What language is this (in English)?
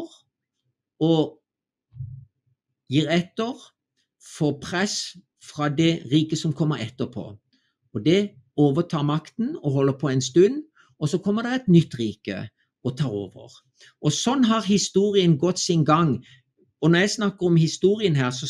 Norwegian